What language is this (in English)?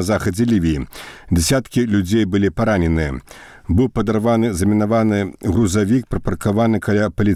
Belarusian